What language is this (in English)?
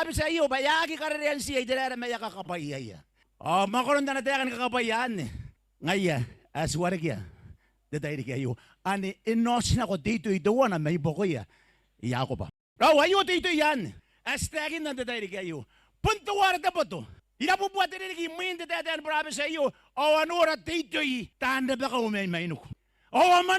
Gilbertese